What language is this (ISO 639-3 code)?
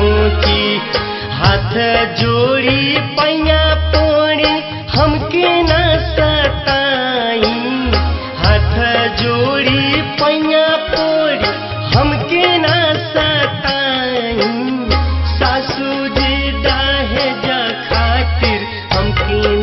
bho